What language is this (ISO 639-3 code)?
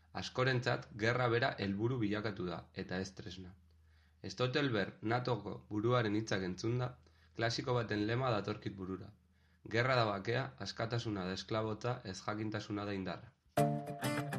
eus